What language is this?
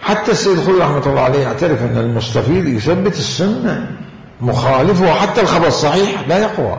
Mesopotamian Arabic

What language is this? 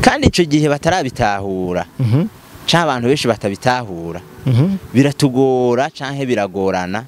Rundi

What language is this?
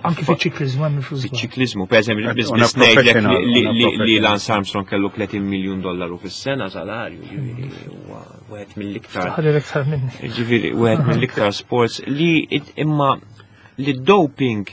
Maltese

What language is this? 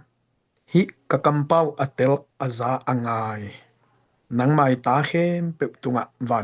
Tedim Chin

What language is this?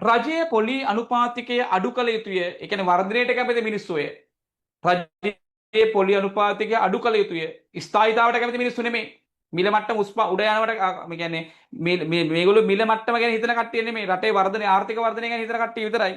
Sinhala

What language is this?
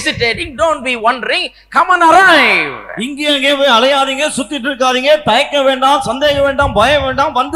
Tamil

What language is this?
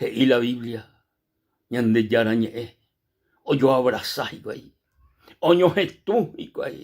Guarani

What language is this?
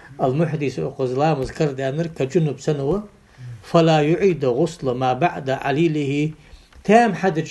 Ingush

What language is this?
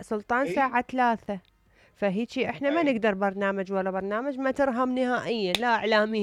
Mesopotamian Arabic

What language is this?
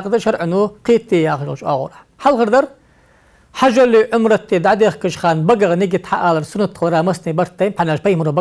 Ingush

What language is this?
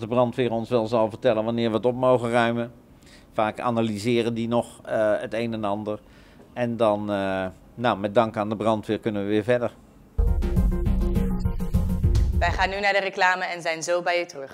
Dutch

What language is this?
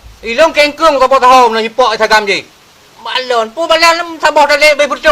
Achinese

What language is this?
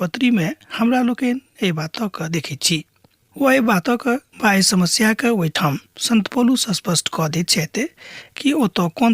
Maithili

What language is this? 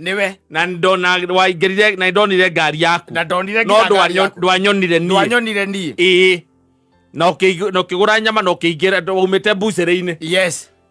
Kikuyu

